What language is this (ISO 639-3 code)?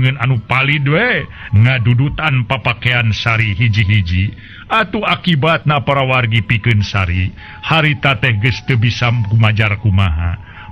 sun